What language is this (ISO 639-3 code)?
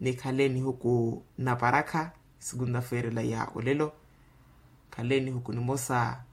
vmw